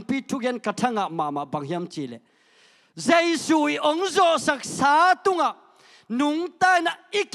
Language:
Tedim Chin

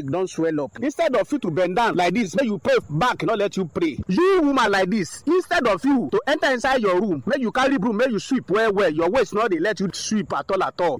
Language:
Nigerian Pidgin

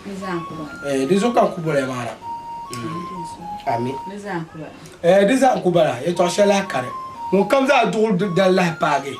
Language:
Dagbani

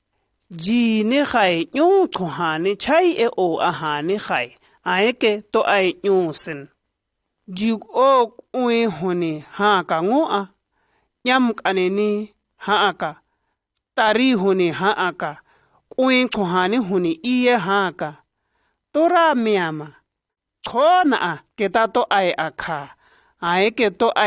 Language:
Shua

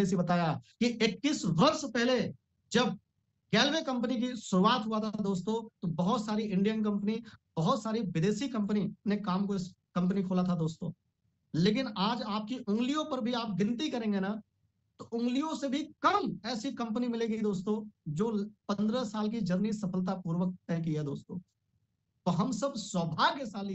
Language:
Hindi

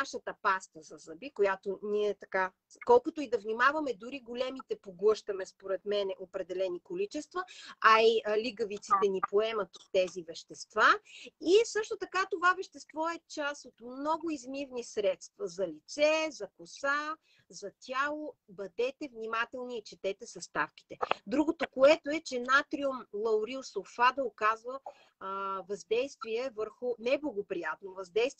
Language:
Bulgarian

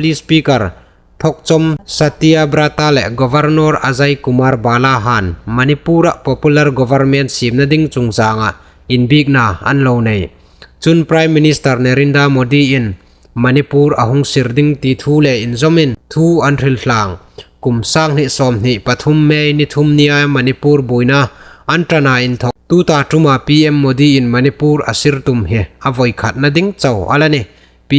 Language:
Hmar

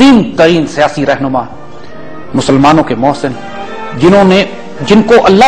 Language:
Urdu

